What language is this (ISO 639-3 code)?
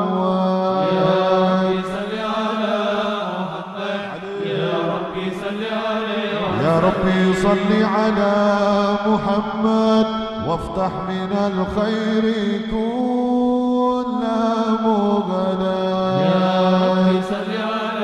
ara